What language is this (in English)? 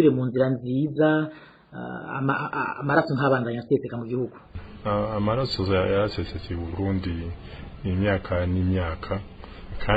Rundi